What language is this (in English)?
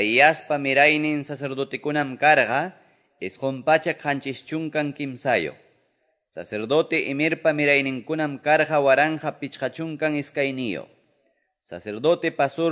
Quechua